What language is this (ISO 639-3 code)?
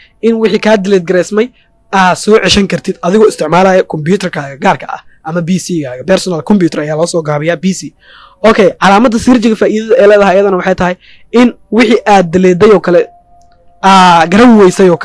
som